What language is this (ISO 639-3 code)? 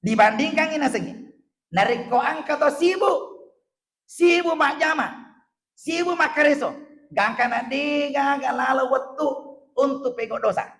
bug